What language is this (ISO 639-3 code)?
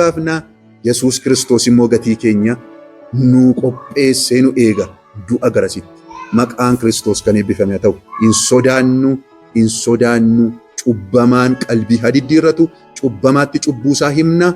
orm